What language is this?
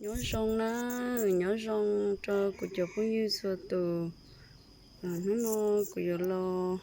Hmong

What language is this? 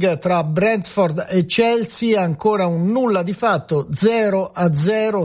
Italian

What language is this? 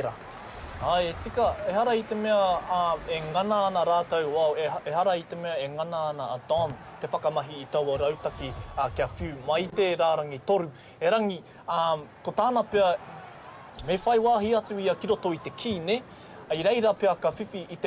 Māori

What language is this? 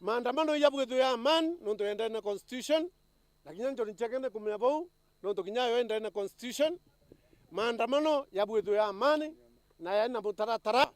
Meru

